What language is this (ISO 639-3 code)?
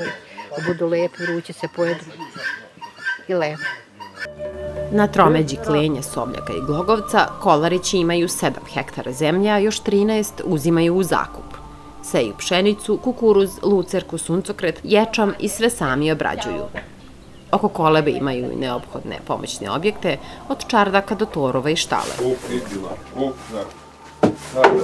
srp